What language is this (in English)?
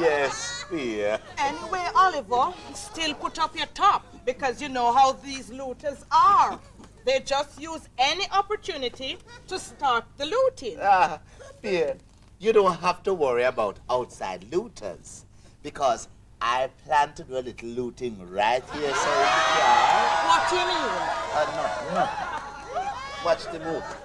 Jamaican Creole English